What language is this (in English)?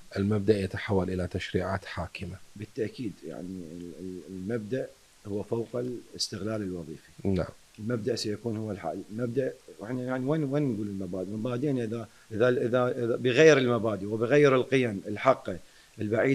Mesopotamian Arabic